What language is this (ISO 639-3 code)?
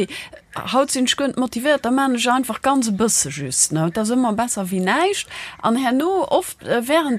ltz